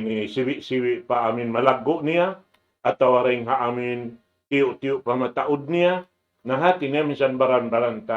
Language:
Tausug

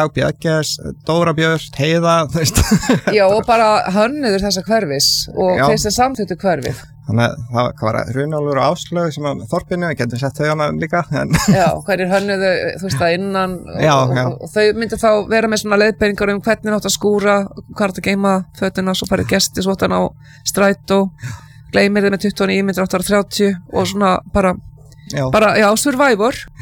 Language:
Icelandic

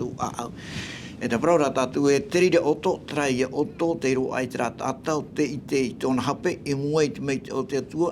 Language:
Tahitian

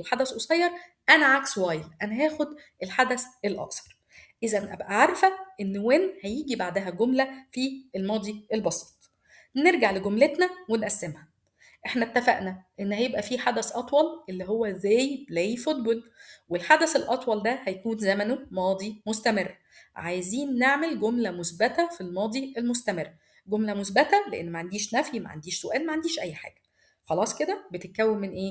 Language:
Egyptian Arabic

